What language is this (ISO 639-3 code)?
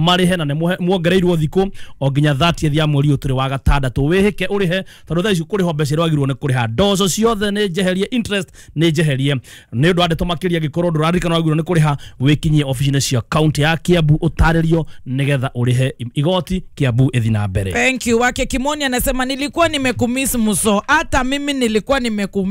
kik